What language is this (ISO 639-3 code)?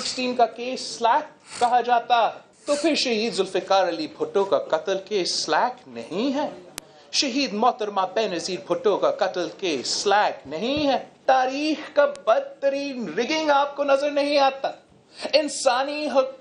urd